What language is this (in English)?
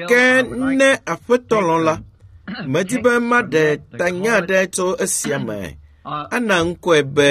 Ewe